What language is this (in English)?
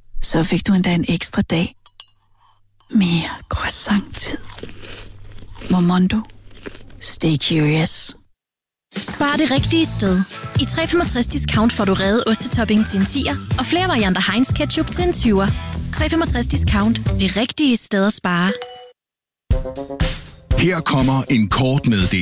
Danish